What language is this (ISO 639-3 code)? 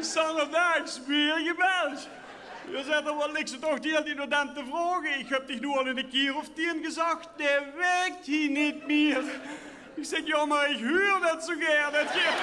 lim